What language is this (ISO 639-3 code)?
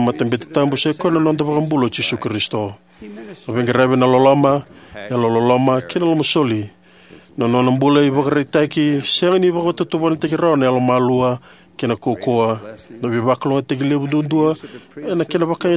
fij